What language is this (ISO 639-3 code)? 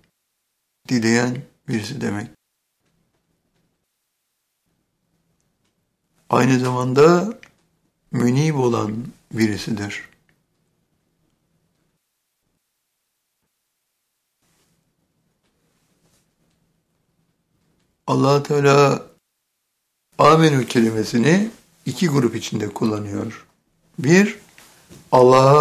tur